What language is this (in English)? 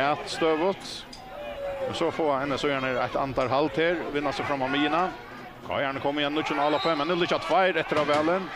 Faroese